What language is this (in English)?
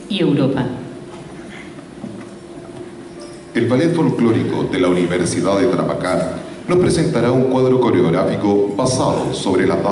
Spanish